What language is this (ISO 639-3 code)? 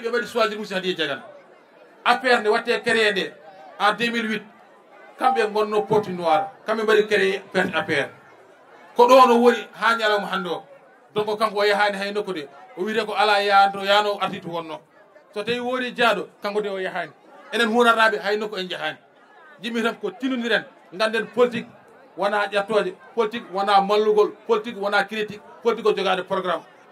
ful